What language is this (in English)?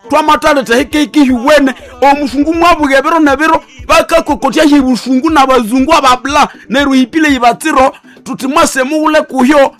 Nande